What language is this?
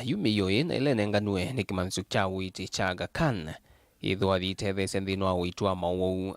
Kamba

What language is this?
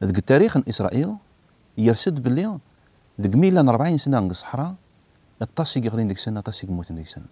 Kabyle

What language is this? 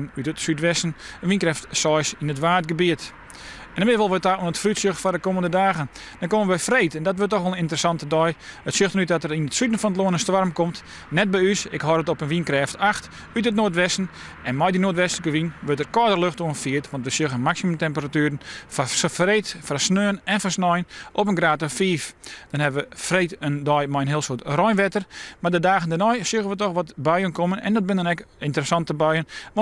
Western Frisian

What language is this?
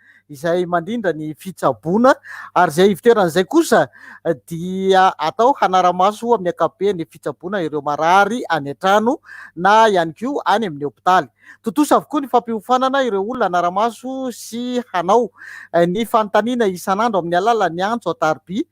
Malagasy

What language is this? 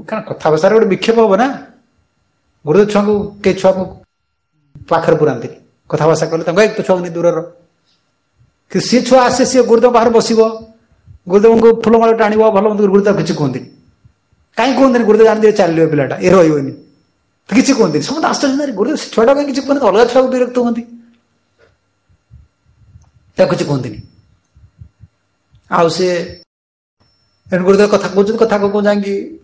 Odia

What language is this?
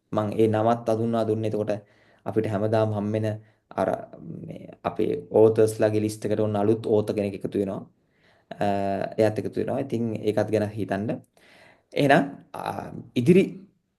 Sinhala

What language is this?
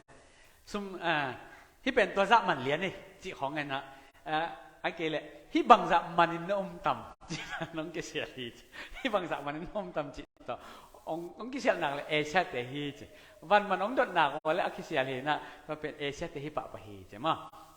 Tedim Chin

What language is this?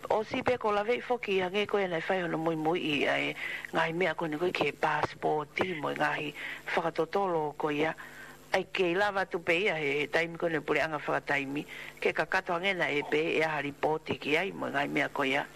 Tongan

